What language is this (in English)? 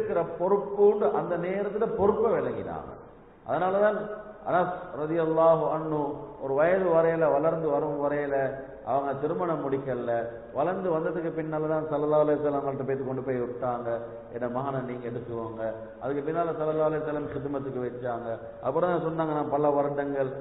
Tamil